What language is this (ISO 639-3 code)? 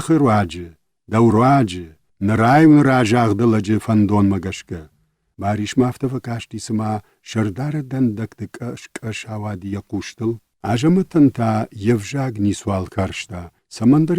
oss